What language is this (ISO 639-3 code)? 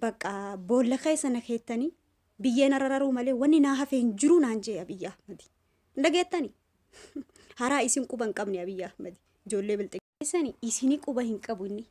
orm